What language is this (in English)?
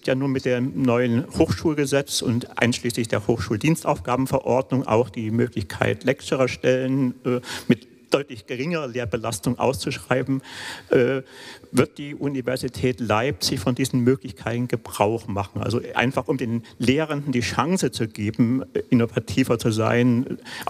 German